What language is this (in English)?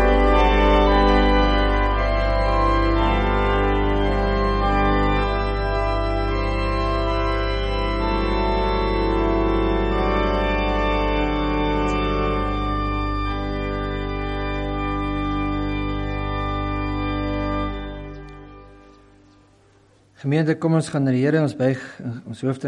Afrikaans